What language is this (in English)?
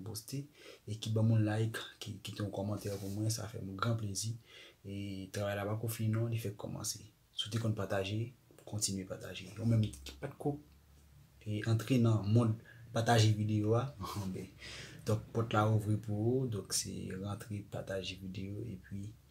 Haitian Creole